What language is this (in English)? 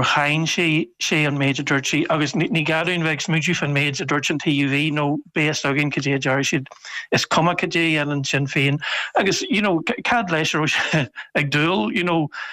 Irish